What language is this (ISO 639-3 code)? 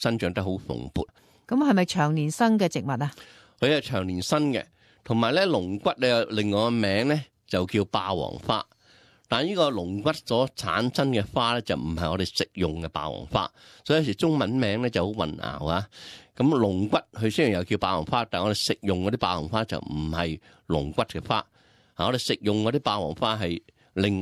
yue